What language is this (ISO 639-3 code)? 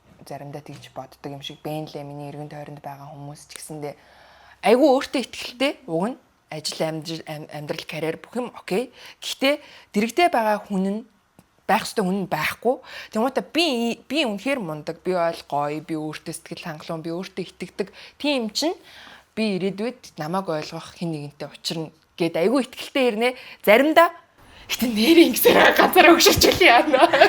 mon